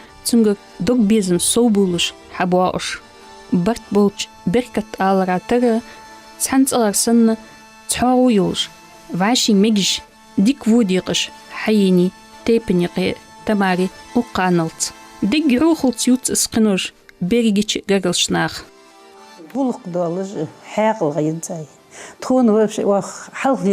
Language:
Ingush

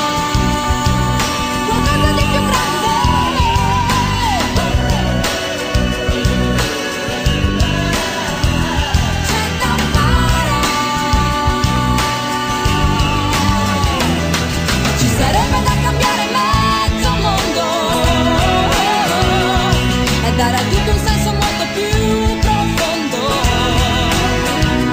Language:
Italian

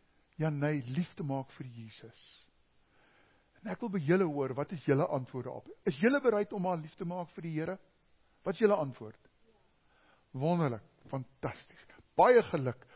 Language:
Afrikaans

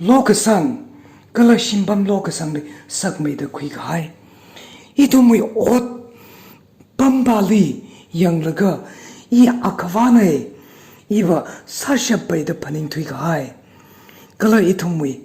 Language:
Tangkhul Naga (India)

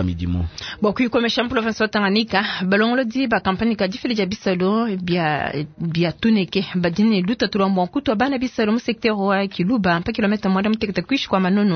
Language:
Luba-Lulua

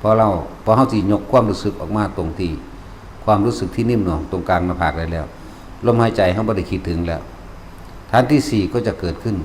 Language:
Northeastern Thai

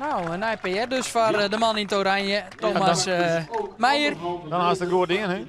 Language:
Western Frisian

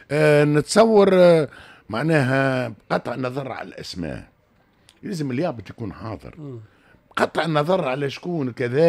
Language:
Tunisian Arabic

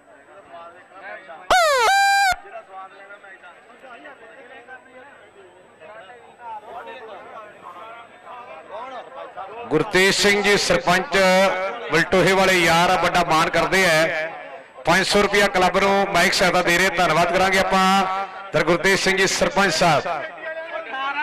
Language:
Punjabi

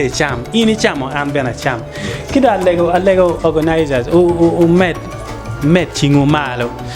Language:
Acoli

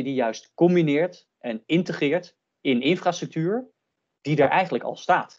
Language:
Dutch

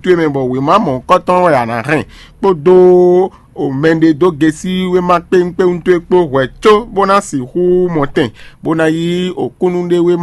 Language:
Fon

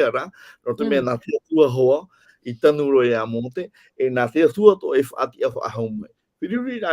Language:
Tahitian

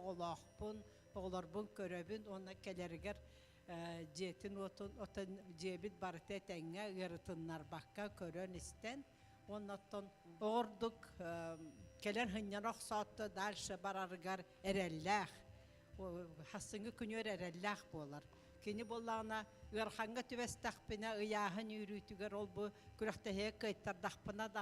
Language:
Yakut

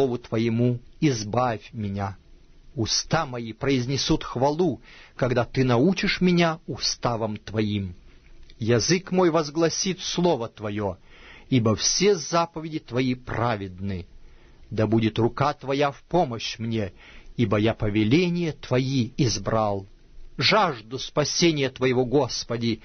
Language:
Russian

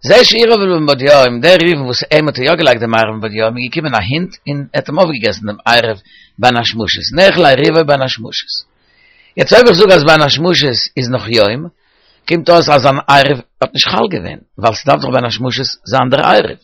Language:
Yiddish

